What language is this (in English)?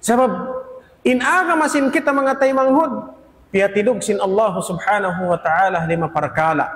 Tausug